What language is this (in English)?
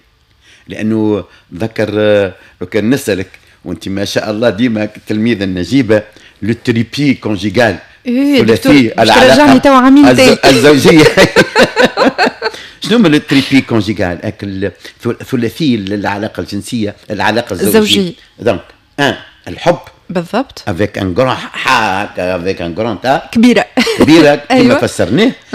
Tunisian Arabic